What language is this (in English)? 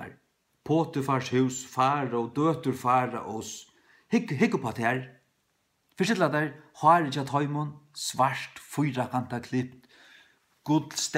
Faroese